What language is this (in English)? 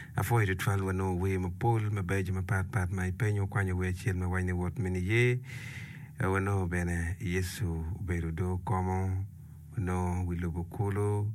Acoli